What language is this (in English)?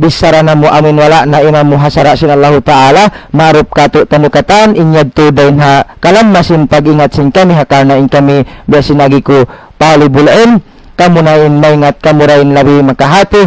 Tausug